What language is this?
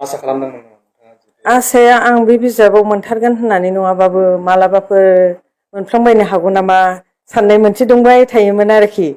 Bodo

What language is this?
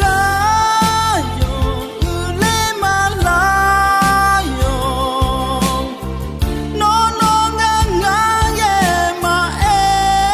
Akha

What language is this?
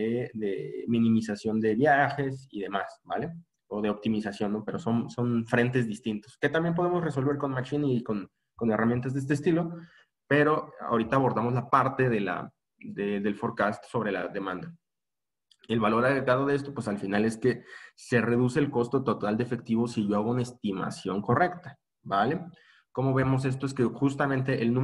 Spanish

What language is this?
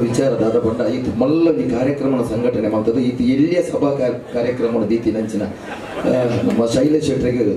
Tulu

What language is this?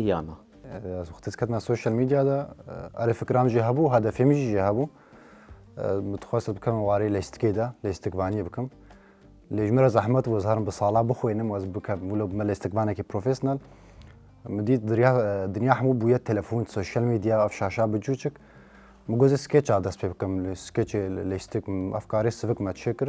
Kurdish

